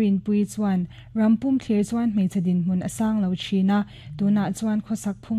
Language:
Mizo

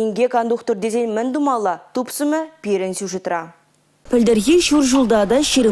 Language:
Chuvash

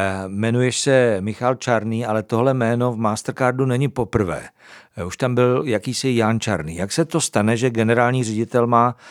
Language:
Czech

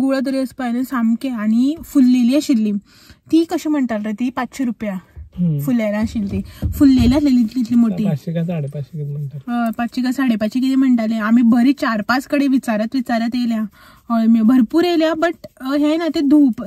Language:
Konkani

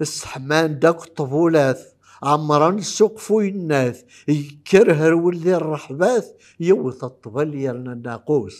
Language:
Kabyle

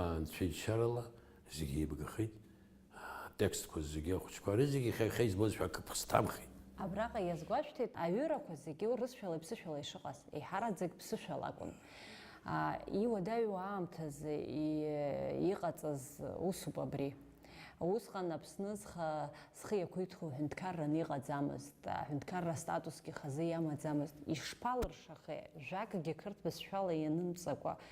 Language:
Abkhazian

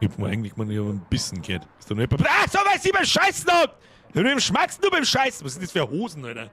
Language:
Bavarian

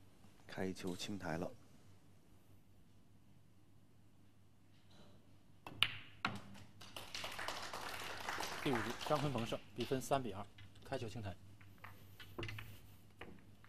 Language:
Chinese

